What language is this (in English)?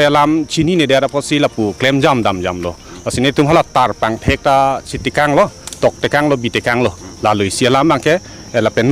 Karbi